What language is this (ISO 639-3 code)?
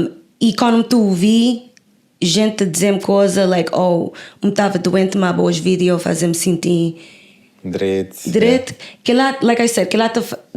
kea